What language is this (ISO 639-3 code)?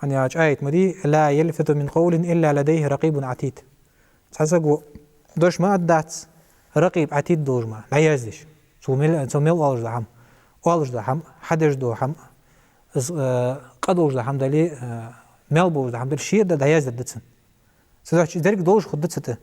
inh